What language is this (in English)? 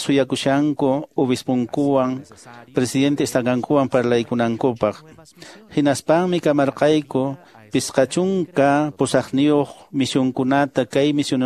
Quechua